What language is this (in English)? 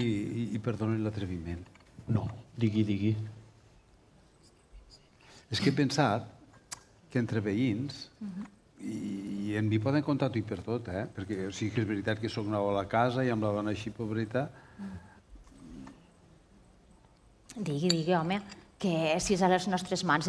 Catalan